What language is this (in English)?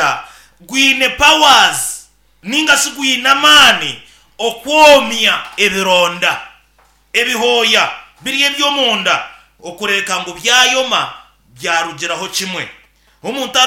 Nyankole